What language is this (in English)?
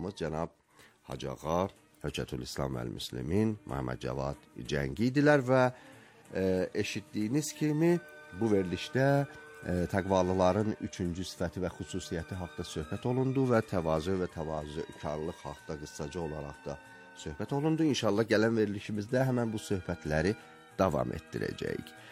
Azerbaijani